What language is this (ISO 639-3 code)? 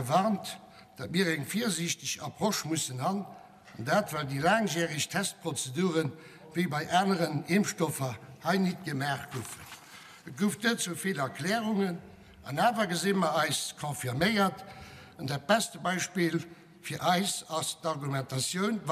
ltz